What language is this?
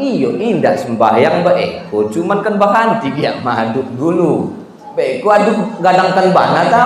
Minangkabau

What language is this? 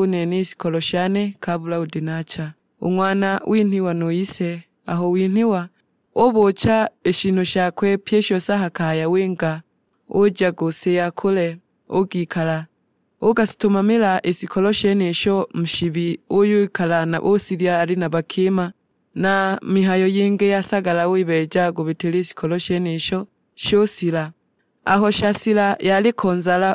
Sukuma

